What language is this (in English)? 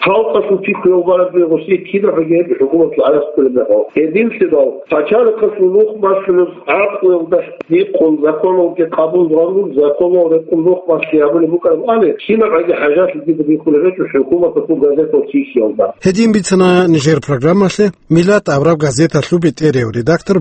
Avaric